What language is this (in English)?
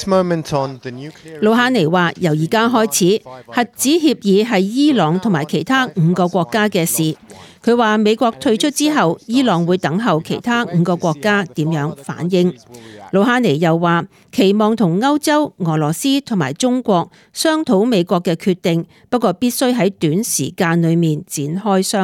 Cantonese